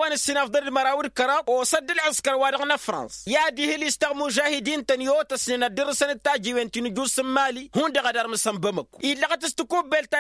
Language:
Tamasheq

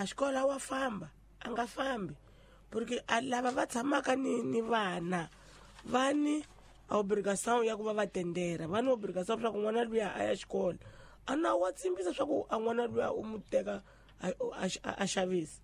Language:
Tsonga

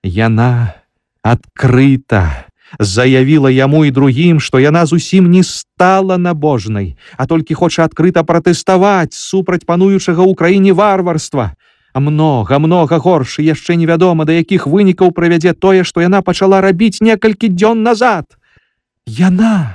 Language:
Belarusian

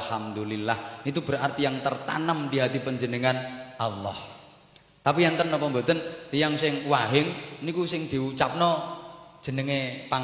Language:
Javanese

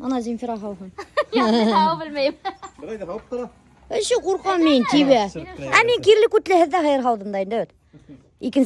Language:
Bashkir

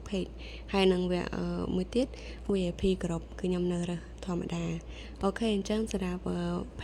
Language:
Khmer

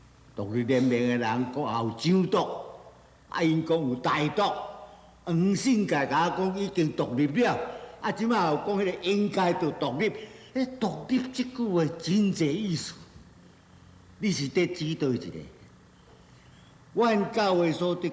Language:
Min Nan Chinese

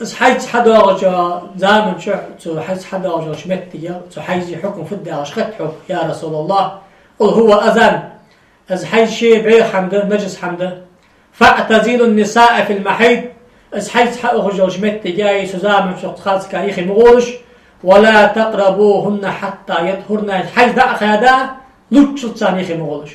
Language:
Ingush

